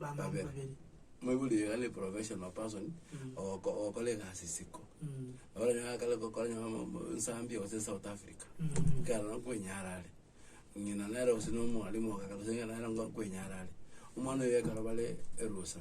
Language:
Gusii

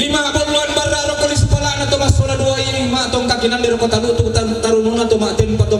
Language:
Toraja-Sa'dan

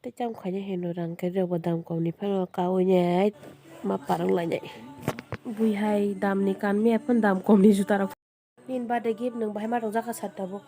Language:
Kok Borok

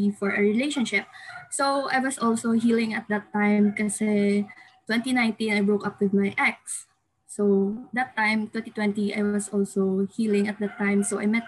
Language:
Filipino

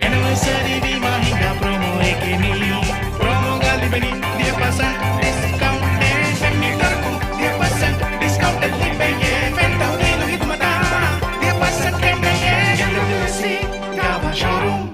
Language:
Divehi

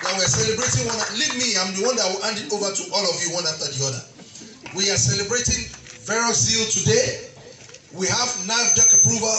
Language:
Nigerian Pidgin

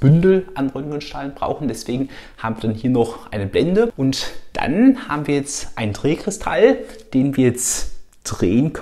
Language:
German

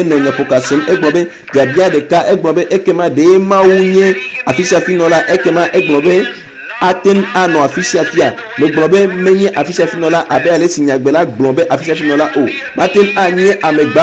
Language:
Ewe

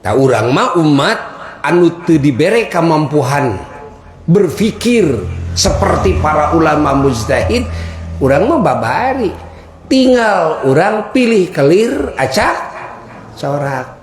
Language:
Sundanese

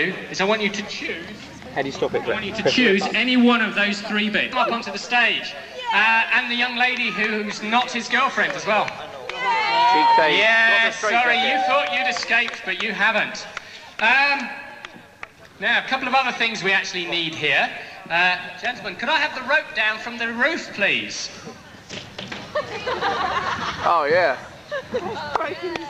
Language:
English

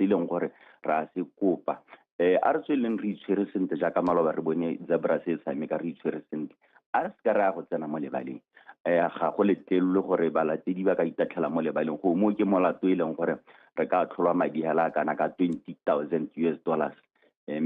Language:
Tswana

